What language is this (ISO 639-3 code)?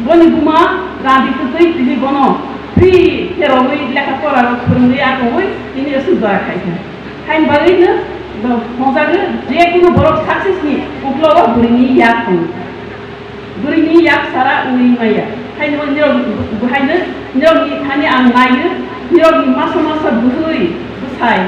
trp